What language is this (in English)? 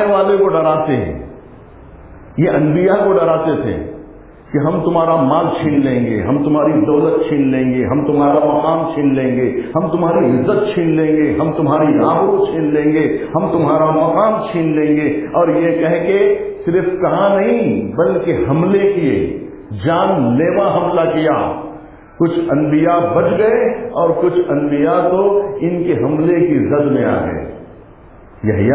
Urdu